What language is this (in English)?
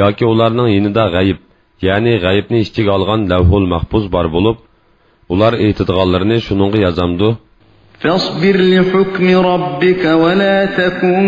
Uyghur